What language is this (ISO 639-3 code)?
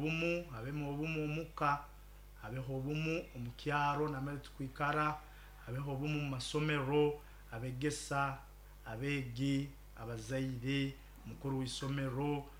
nyo